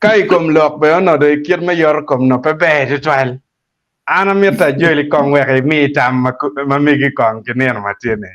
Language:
Acoli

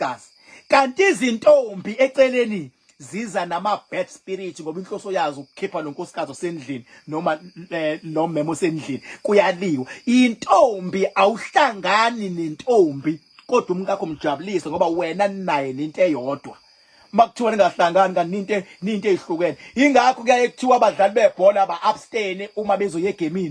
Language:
Zulu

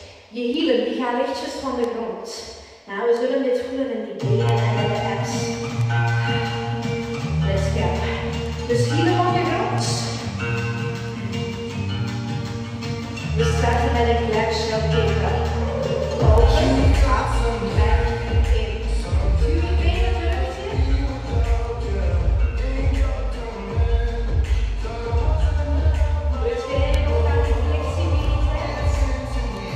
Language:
Dutch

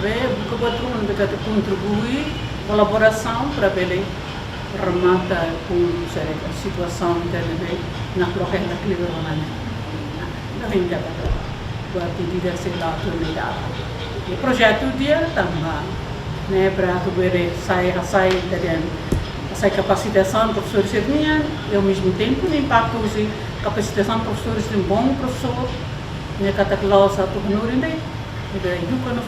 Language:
Tetum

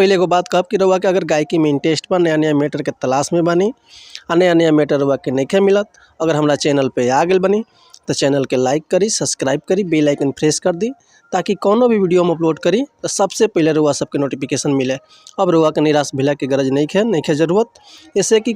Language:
Bhojpuri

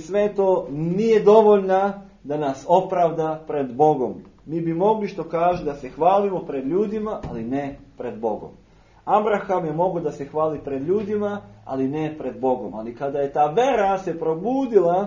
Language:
Serbian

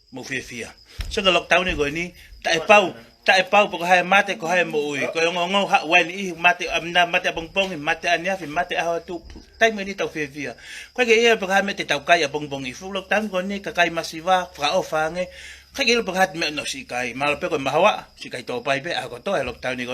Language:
Tongan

